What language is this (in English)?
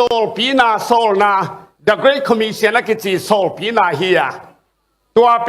Tedim Chin